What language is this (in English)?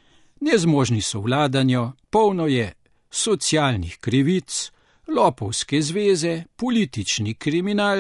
Slovenian